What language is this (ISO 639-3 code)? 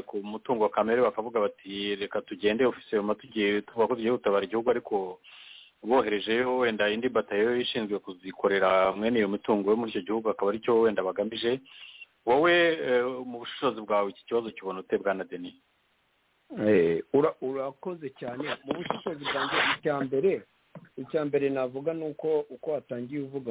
kin